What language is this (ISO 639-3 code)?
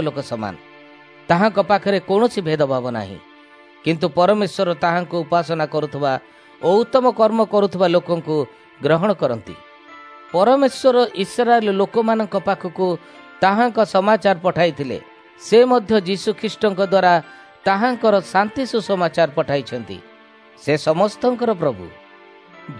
ori